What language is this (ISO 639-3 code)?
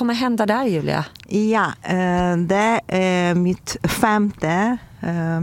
swe